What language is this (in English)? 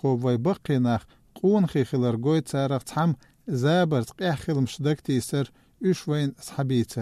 Chechen